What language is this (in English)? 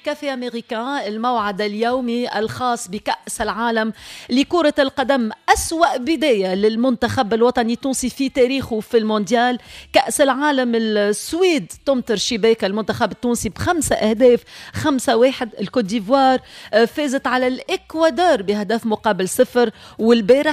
Tunisian Arabic